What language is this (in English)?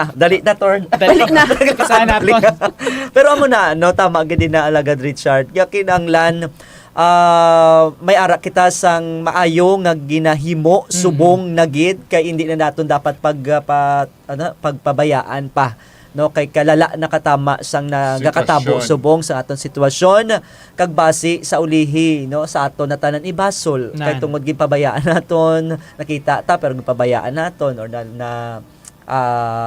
Hiligaynon